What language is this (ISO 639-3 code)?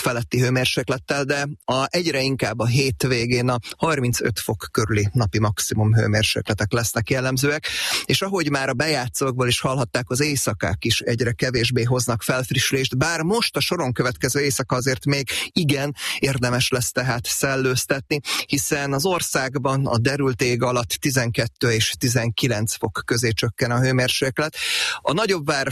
hun